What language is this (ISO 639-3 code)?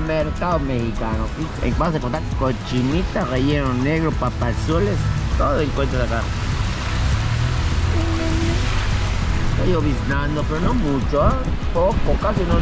spa